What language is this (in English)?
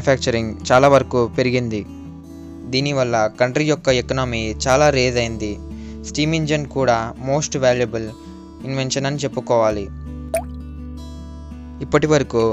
Telugu